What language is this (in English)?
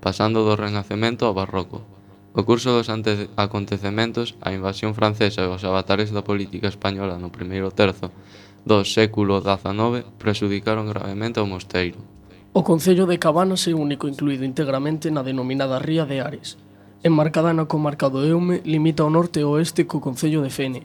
Galician